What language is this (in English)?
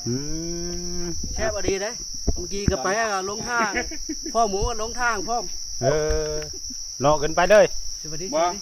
Northeastern Thai